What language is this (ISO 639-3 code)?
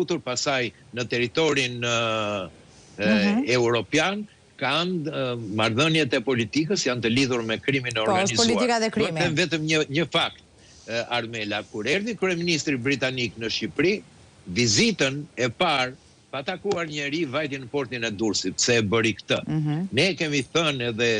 sqi